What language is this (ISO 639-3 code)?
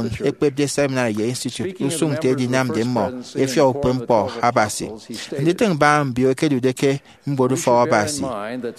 efi